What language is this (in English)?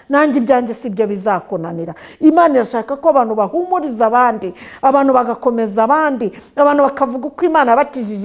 Kinyarwanda